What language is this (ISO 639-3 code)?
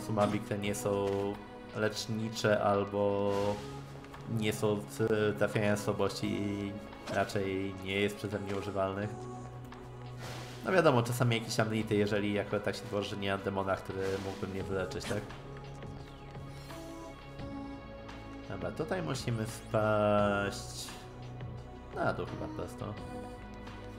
pol